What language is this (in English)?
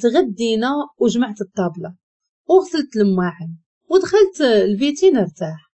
Moroccan Arabic